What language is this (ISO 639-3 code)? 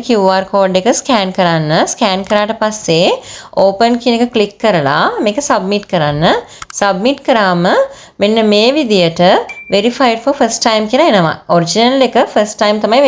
sin